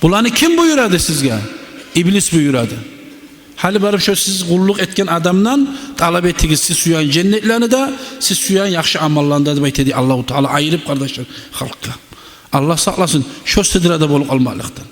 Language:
Kumyk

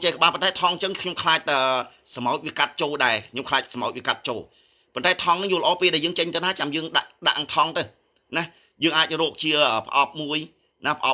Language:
Khmer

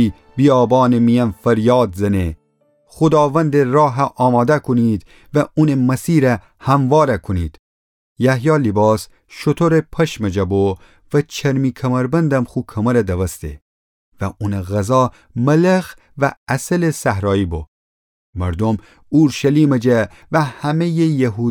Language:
Gilaki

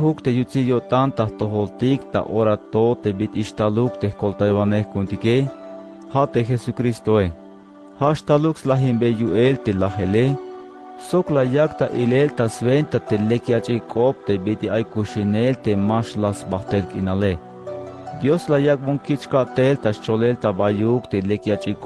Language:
Tzeltal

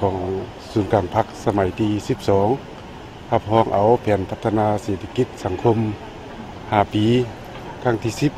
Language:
Lao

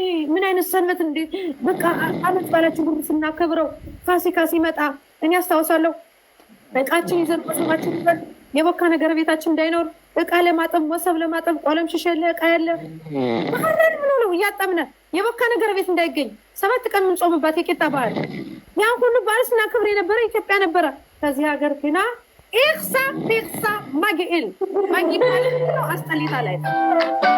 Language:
Amharic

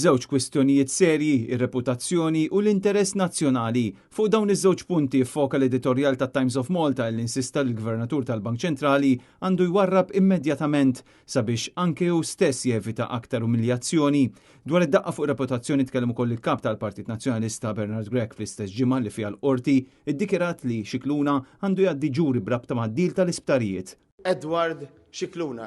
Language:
Maltese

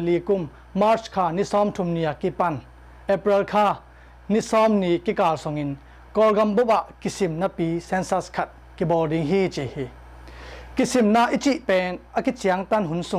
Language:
Tedim Chin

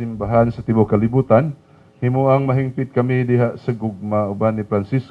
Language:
Cebuano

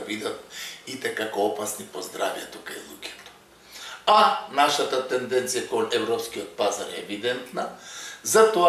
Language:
Macedonian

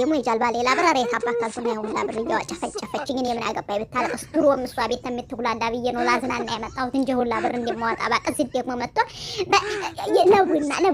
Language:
Amharic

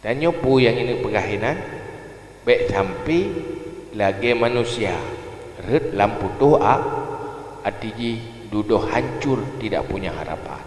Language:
Achinese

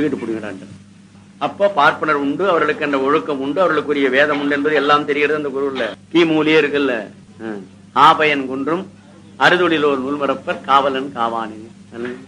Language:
Tamil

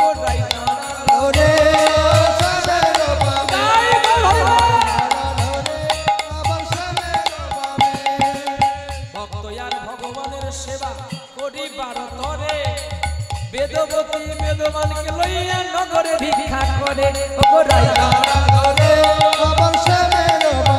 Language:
Bangla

